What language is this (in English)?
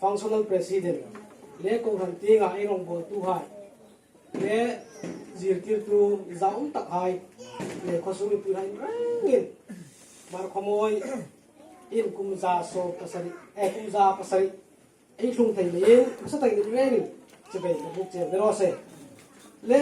Hmar